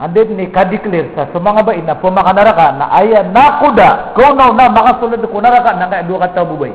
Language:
Maranao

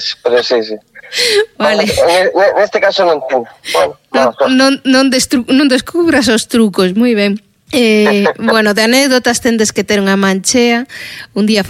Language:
Galician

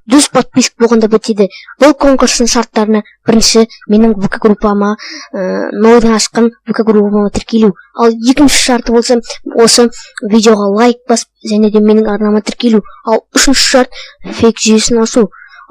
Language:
Kazakh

